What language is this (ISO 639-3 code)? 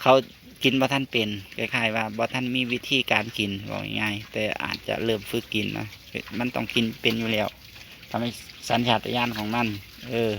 tts